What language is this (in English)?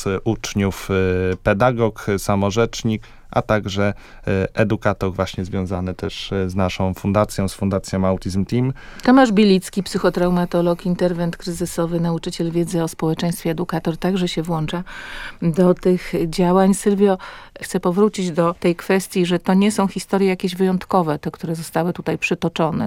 Polish